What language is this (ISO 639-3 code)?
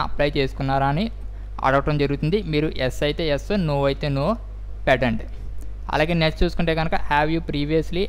tel